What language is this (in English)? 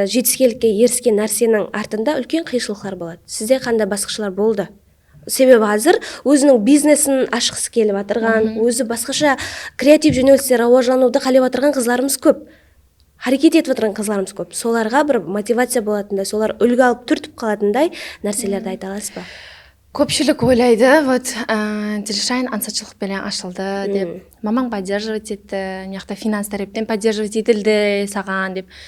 Kara-Kalpak